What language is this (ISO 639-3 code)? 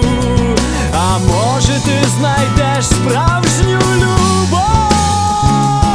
ukr